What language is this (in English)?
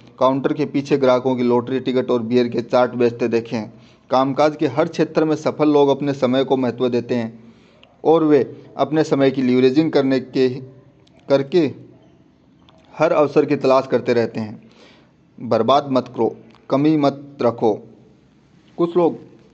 Hindi